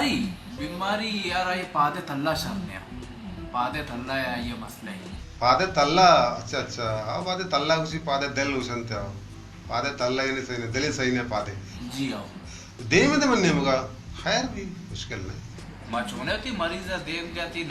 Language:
Baluchi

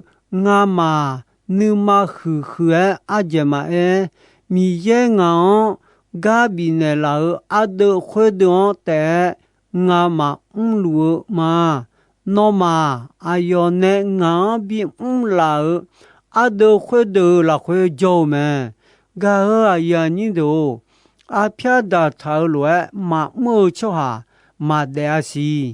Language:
Akha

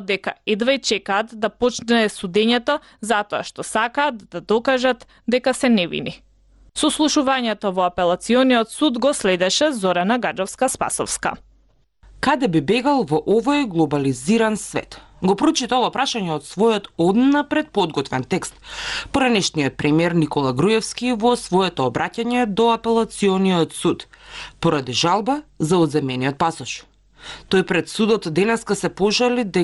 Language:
Macedonian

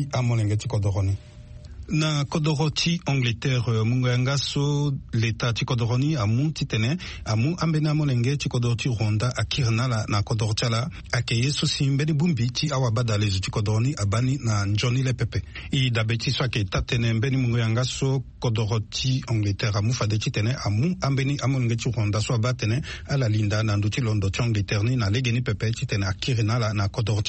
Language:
Sango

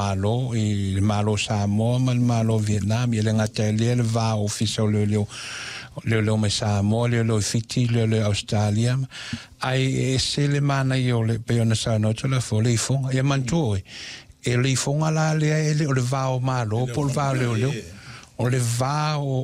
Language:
Samoan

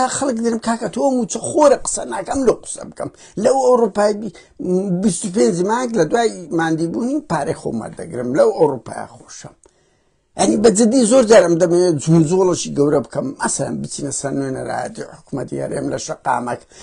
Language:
Central Kurdish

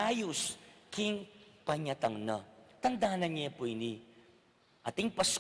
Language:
Pampanga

